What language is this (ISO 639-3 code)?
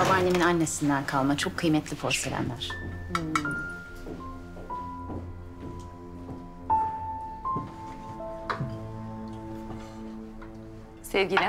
tur